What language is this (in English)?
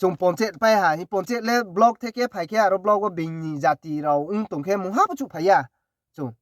Riang (India)